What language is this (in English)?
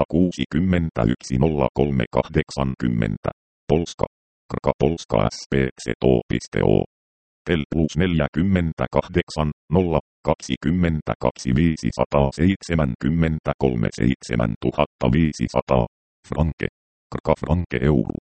Finnish